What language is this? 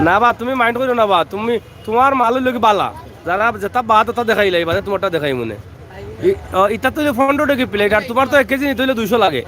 Sylheti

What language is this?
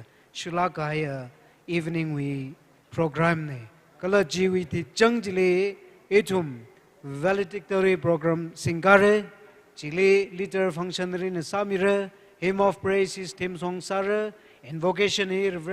Tangkhul Naga (India)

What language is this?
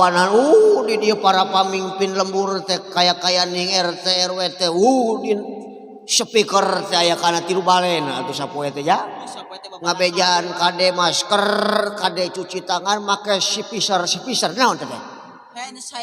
Sundanese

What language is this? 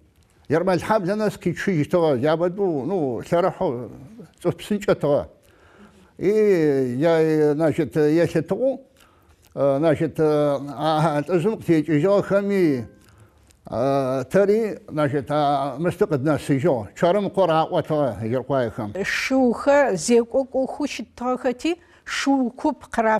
Adyghe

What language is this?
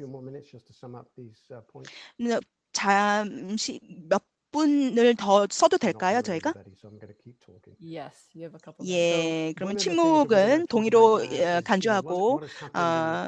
Korean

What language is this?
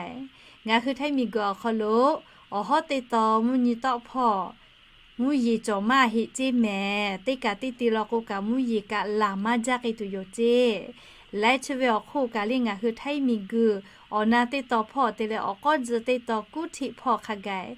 Lahu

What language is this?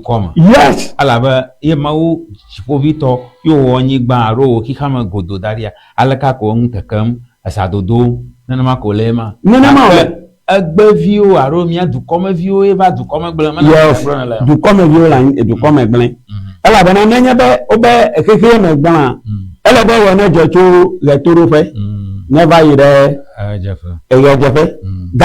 Ewe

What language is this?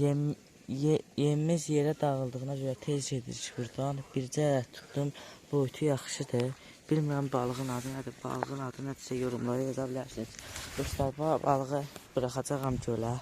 Azerbaijani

